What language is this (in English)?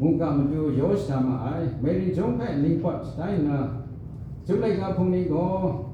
Kachin